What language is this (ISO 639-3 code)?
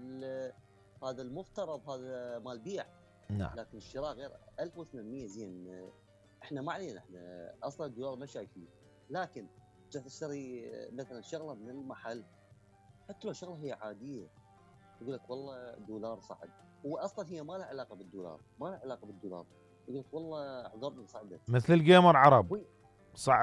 acm